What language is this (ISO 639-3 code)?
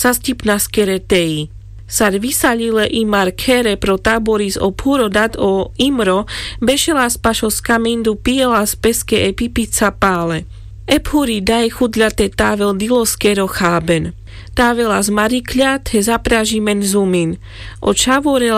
rmc